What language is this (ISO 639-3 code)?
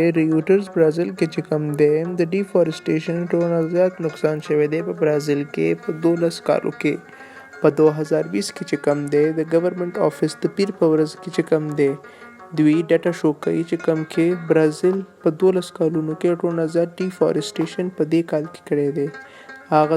pus